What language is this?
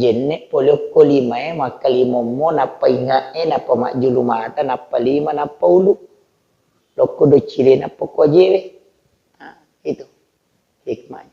Buginese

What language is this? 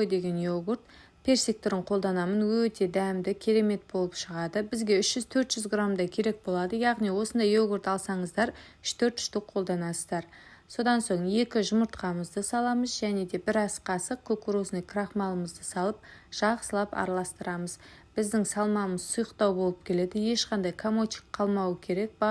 Kazakh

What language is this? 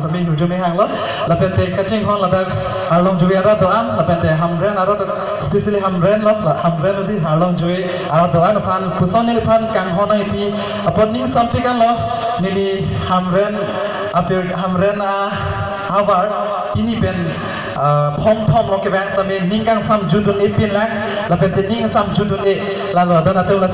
Karbi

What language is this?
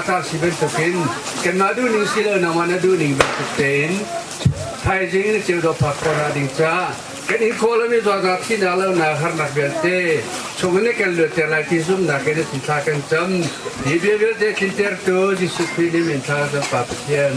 Hakha Chin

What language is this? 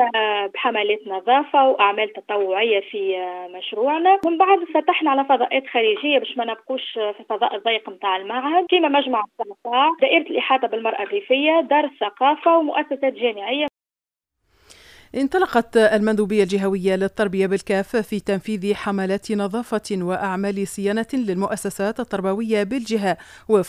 Tunisian Arabic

